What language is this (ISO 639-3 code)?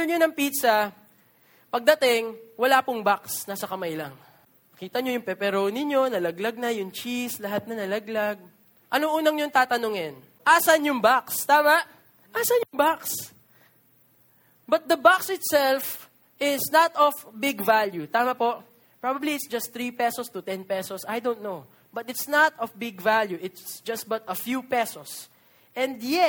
fil